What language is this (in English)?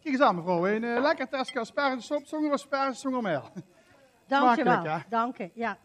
Limburgish